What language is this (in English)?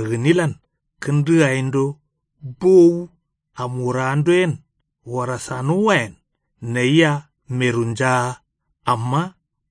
Kanuri